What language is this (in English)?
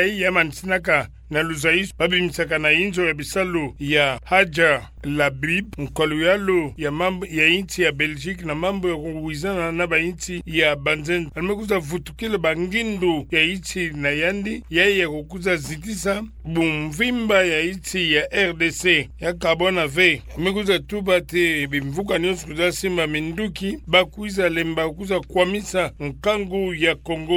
Kituba (Democratic Republic of Congo)